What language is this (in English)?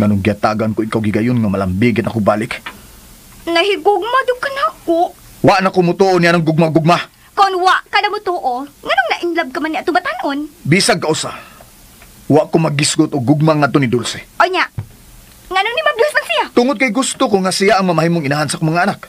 Cebuano